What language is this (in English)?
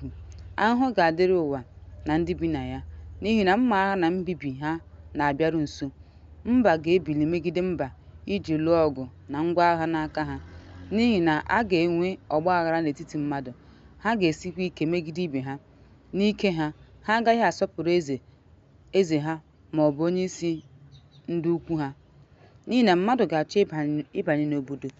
Igbo